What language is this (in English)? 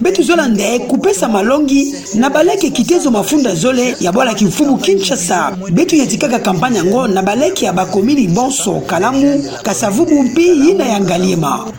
Kituba (Democratic Republic of Congo)